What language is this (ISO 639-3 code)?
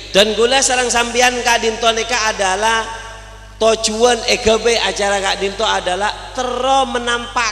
mad